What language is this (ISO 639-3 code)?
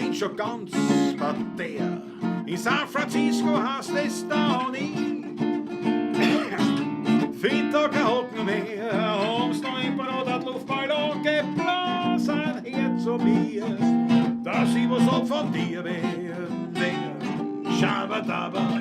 bar